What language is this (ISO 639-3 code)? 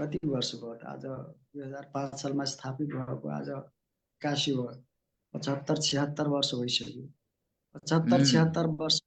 nep